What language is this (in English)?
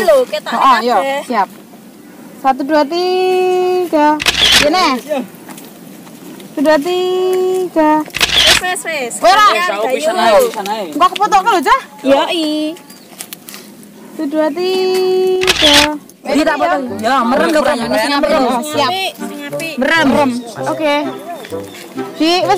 Javanese